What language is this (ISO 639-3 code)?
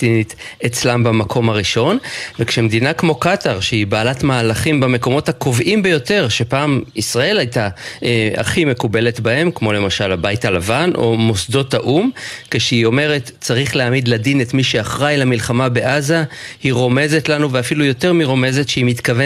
heb